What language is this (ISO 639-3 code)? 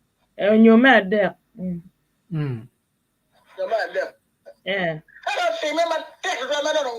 ach